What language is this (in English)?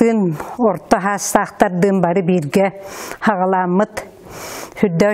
Yakut